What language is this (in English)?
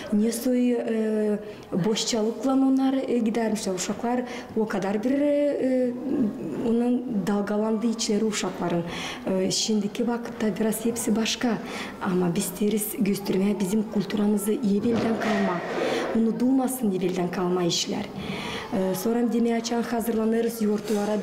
Gagauz